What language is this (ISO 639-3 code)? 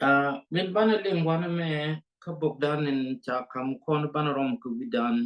nus